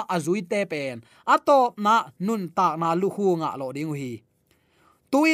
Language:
Tedim Chin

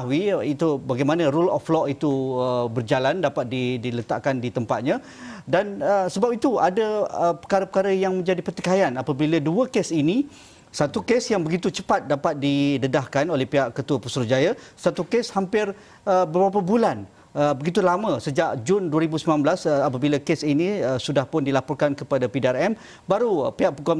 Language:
Malay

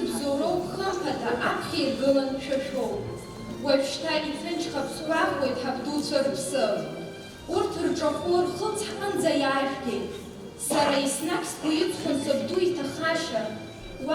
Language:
Abkhazian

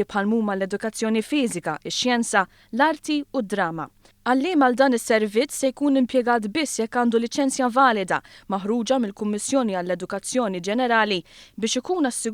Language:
Maltese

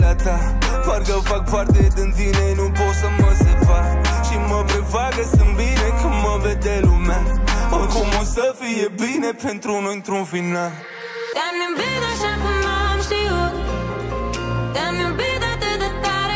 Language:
Romanian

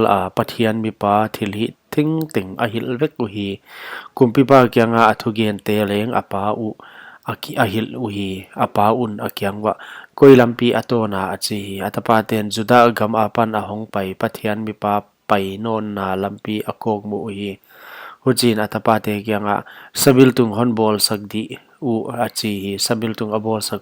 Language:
Paite Chin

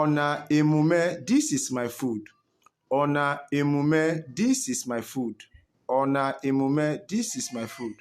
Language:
Urhobo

